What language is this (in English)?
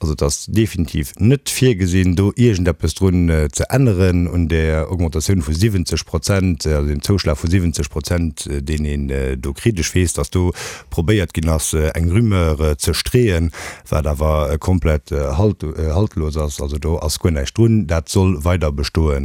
Luxembourgish